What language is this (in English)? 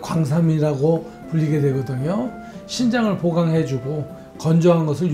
Korean